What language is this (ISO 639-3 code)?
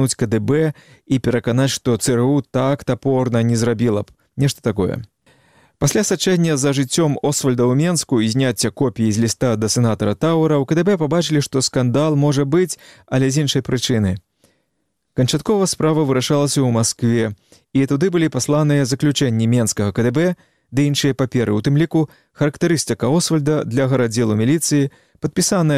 bel